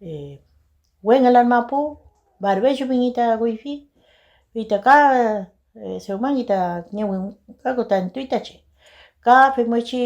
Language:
Mapuche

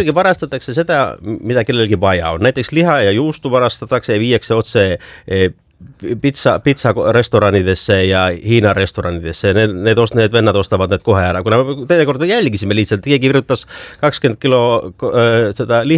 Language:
Estonian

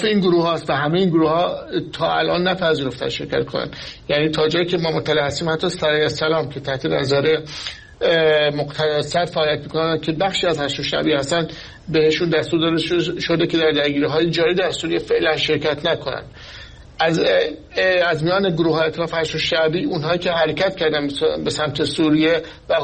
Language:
Persian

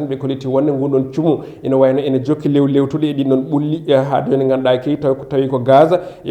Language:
Fula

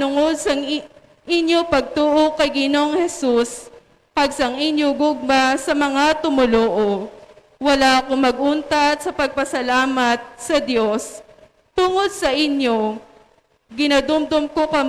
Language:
Hiligaynon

